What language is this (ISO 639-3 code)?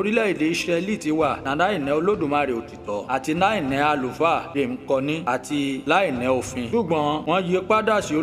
yor